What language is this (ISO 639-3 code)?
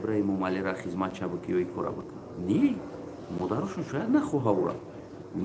tgk